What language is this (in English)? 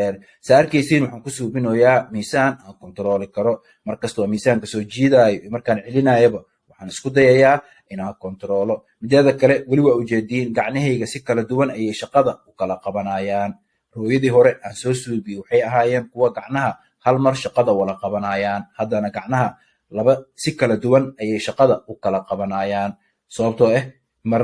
Somali